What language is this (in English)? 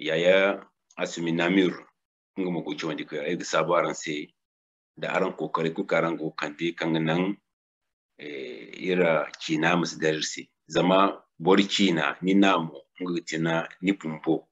Zarma